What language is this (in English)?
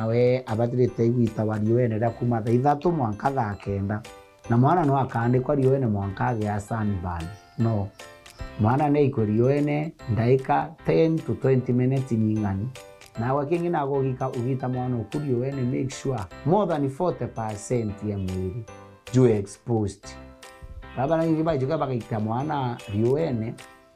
Meru